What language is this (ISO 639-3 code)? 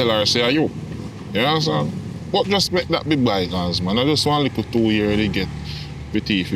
jam